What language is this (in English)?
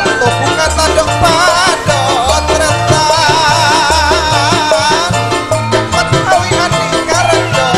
Madurese